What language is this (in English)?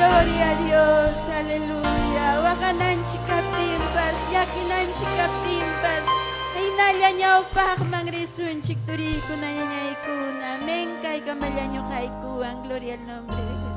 Ayacucho Quechua